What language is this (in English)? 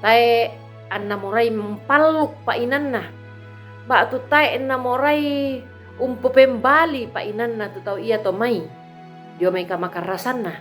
Toraja-Sa'dan